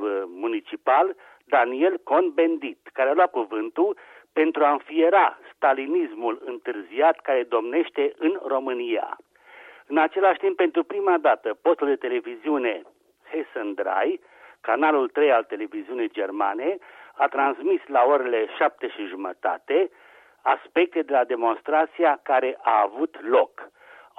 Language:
Romanian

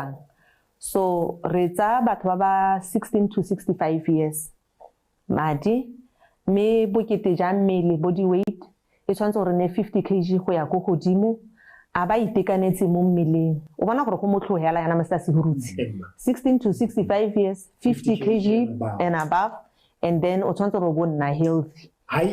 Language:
Tswana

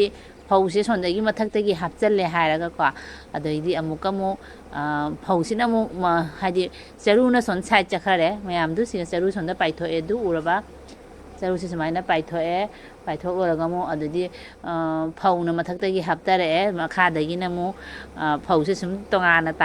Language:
Manipuri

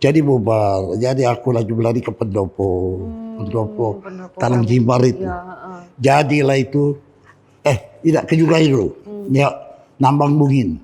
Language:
Musi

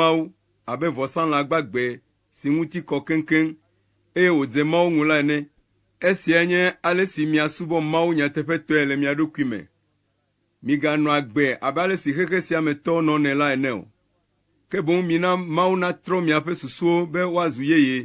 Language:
Ewe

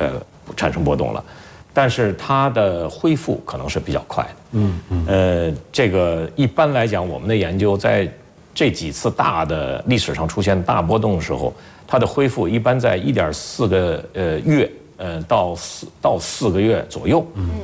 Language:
Chinese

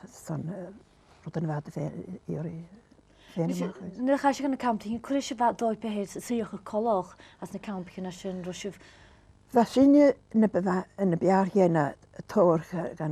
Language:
Scottish Gaelic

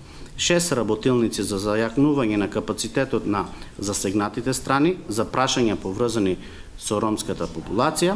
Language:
Macedonian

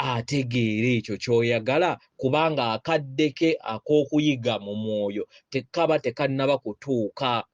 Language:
Ganda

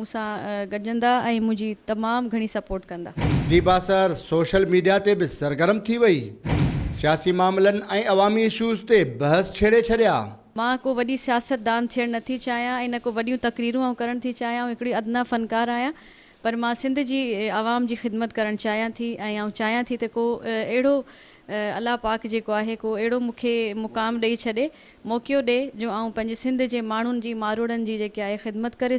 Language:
Sindhi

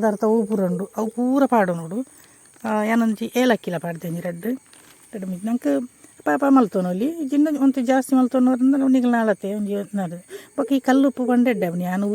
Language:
Tulu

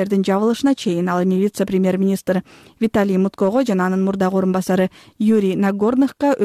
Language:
Kyrgyz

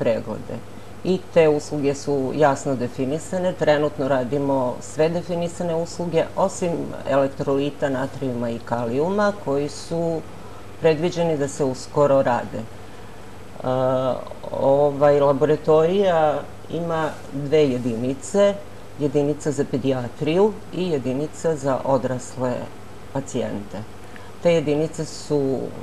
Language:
Serbian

